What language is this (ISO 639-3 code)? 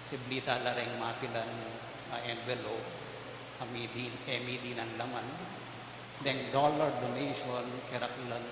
pam